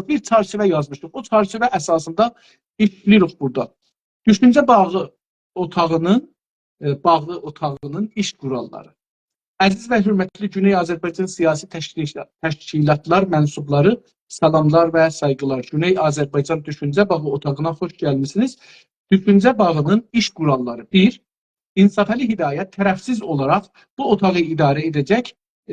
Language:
South Azerbaijani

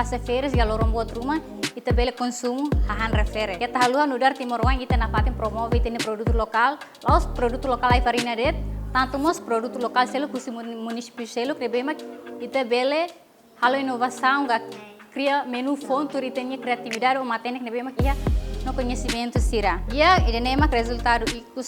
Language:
Tetum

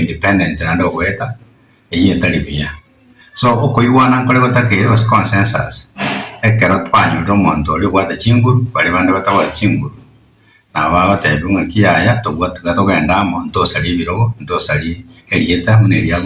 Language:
Gusii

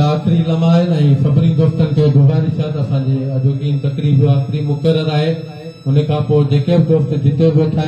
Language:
Sindhi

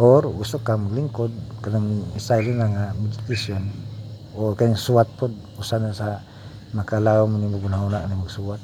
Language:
Cebuano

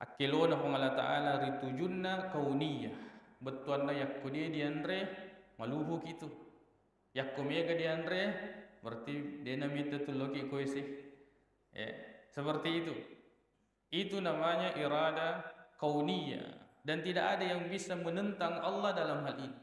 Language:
Buginese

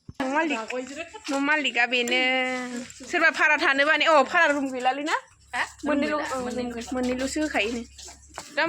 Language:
Bodo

